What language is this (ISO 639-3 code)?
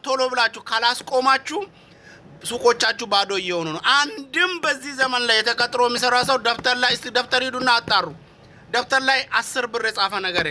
amh